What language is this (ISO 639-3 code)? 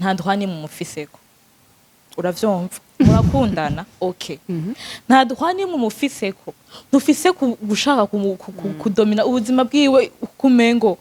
run